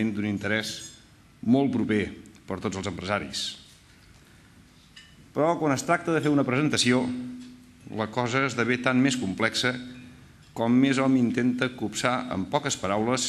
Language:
Catalan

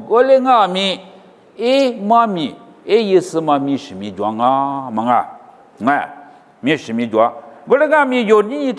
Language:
Lisu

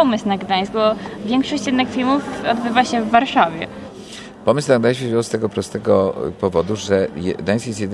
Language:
Polish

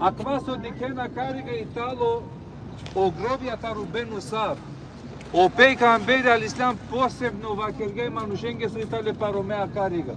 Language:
Balkan Romani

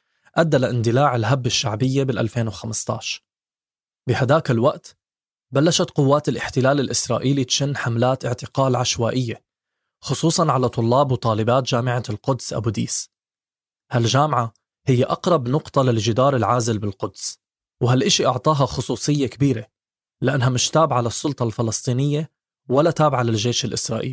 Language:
North Levantine Arabic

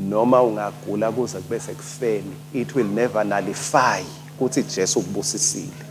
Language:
Swati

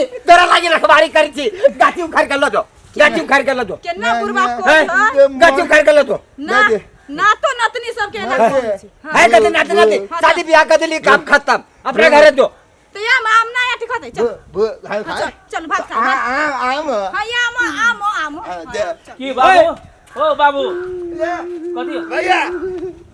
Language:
Maithili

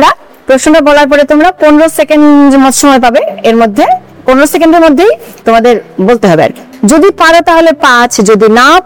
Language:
Bangla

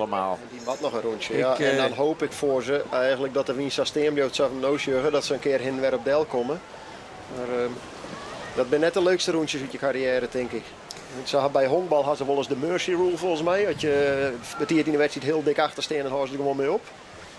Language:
Western Frisian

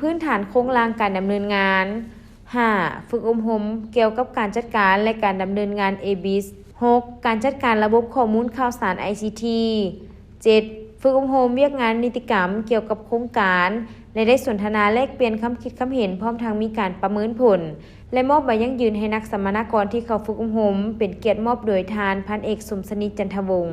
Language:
Lao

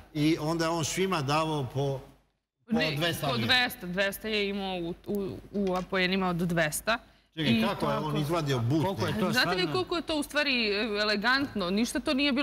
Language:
Serbian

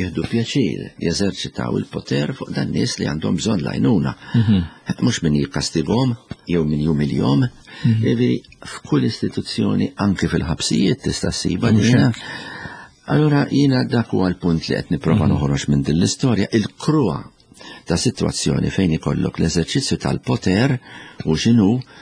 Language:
Maltese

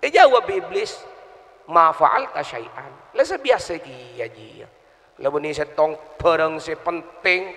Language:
Madurese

